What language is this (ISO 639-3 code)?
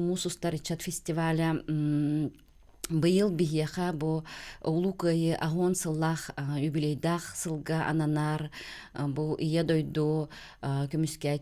sah